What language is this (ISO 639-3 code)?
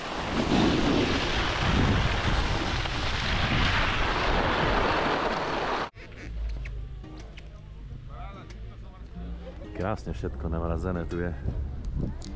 slk